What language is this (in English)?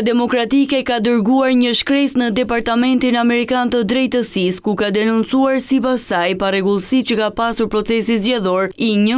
Albanian